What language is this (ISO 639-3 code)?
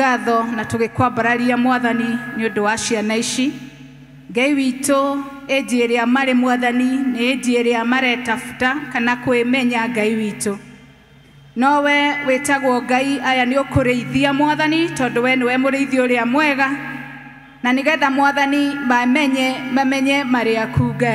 kik